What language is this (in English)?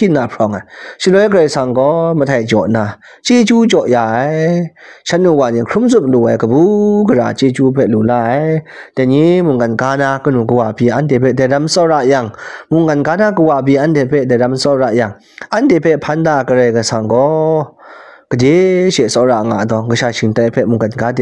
Kachin